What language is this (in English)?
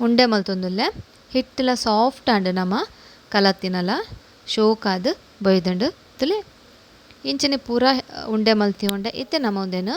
Tulu